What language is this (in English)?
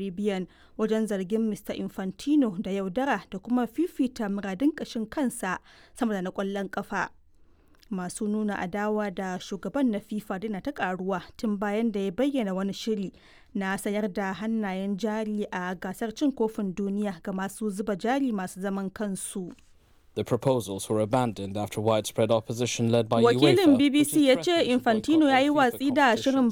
Hausa